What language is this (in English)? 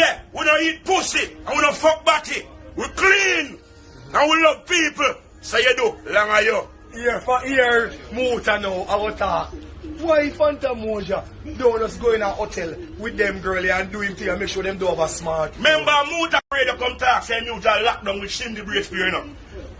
Jamaican Creole English